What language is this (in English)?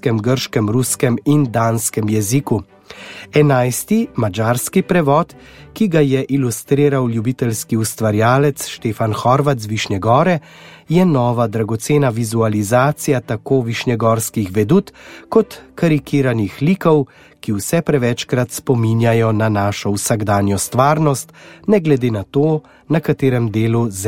Slovenian